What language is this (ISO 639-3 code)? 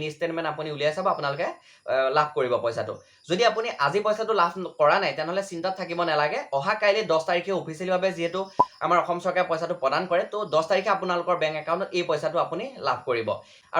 asm